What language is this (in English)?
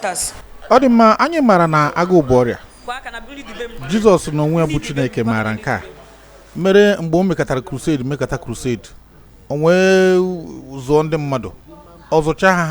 Igbo